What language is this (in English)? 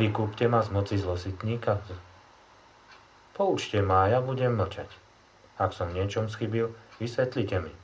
Slovak